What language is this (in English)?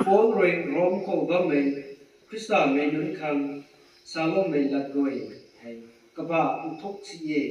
Rongmei Naga